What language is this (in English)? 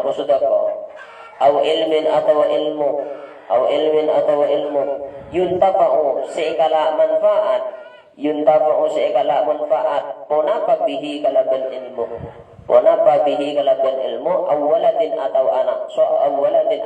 Madurese